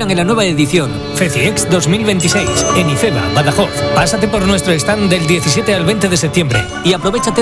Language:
Spanish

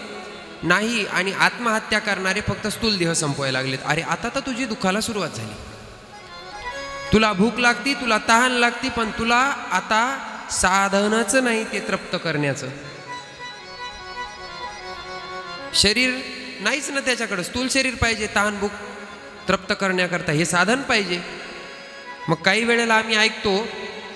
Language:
Marathi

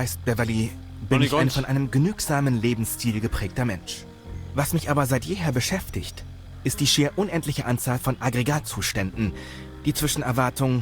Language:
Bavarian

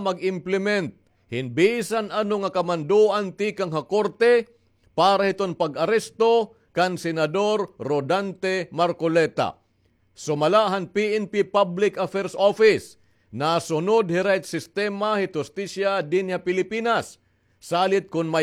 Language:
Waray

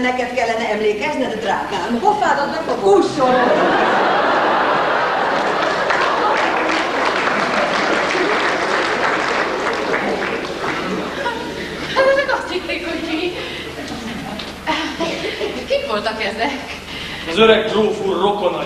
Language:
Hungarian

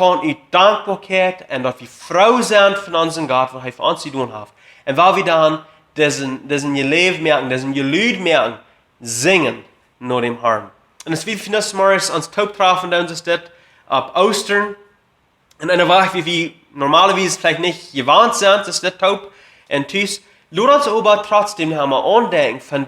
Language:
Plautdietsch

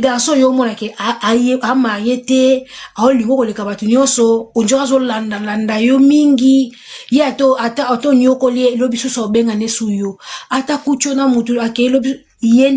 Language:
Lingala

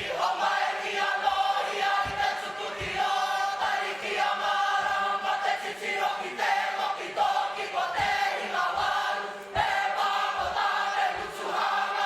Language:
Māori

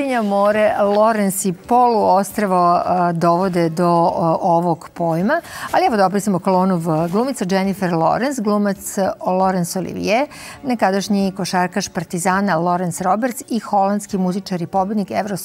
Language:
Serbian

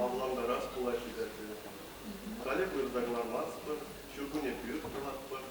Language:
Chuvash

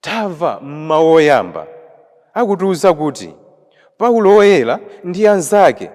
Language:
Nyanja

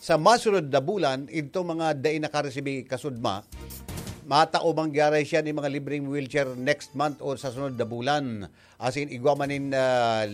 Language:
Bikol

